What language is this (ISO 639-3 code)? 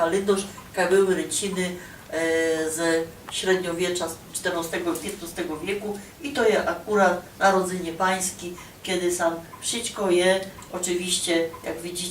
szl